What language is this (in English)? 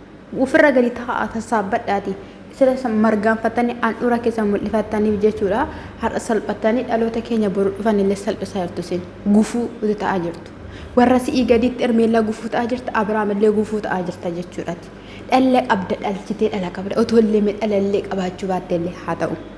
Oromo